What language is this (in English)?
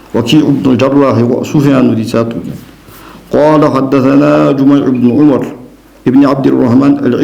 Ingush